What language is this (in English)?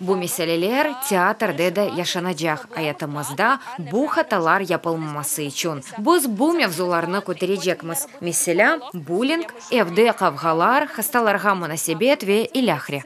Crimean Tatar